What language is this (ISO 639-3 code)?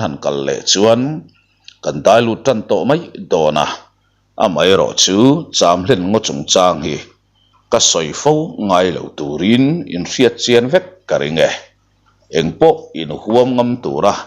lus